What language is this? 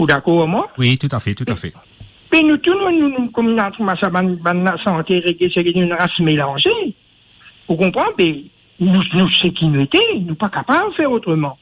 Morisyen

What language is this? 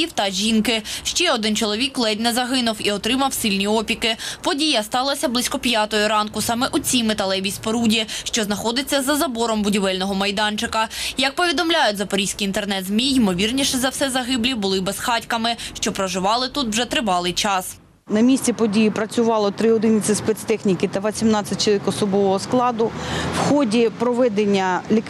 Ukrainian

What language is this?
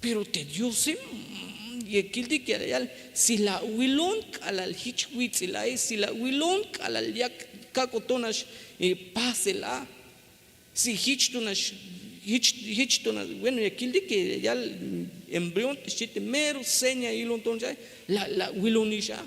Tzeltal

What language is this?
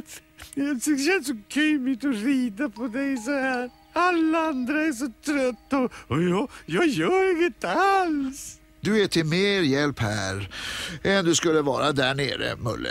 Swedish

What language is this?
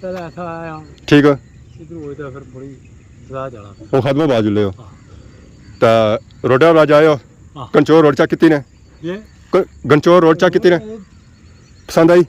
Pahari-Potwari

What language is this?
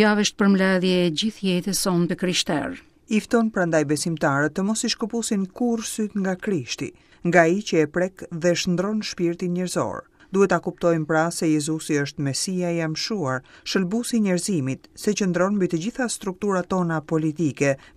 Albanian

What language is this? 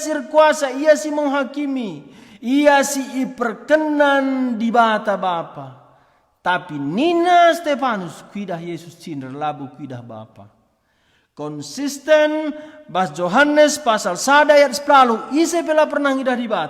Batak Karo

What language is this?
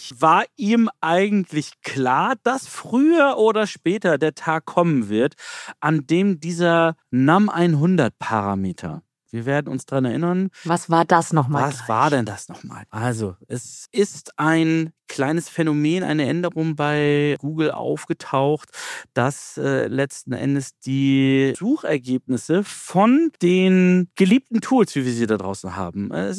German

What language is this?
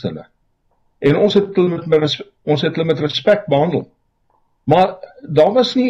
Afrikaans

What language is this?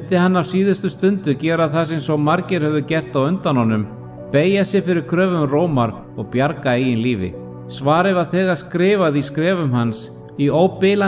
Icelandic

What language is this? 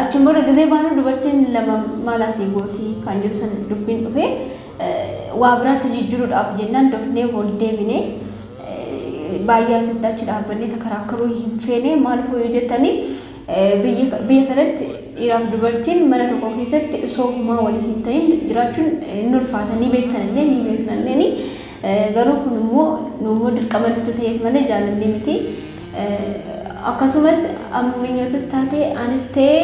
Oromo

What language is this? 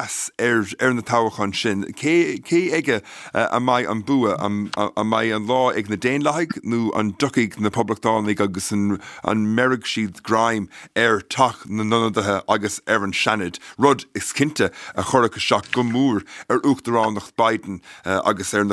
Irish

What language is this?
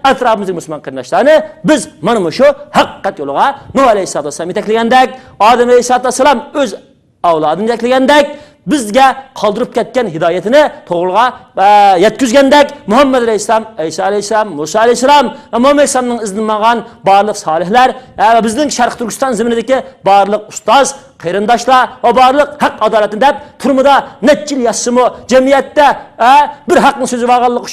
Uyghur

